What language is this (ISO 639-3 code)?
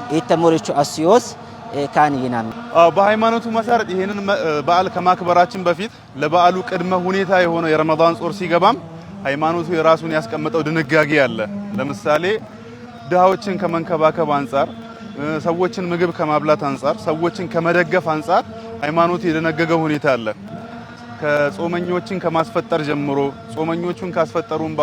amh